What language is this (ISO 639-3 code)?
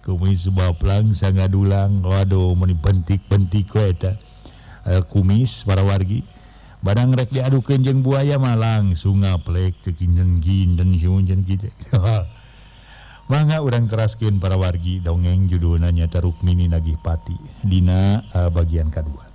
sun